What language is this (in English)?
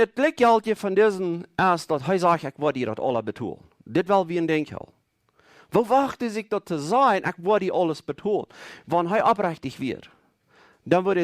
Plautdietsch